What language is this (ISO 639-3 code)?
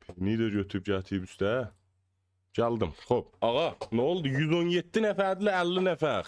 azb